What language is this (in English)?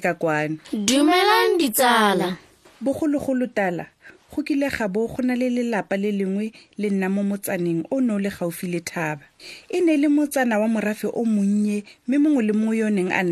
Tswana